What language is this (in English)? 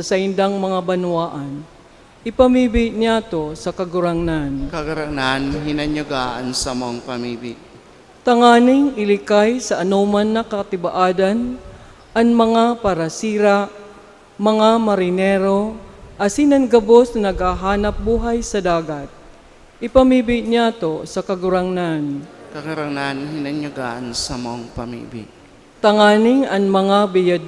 Bikol